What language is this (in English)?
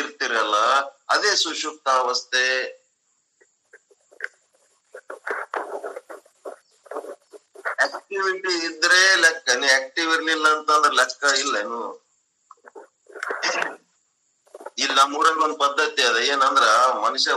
Kannada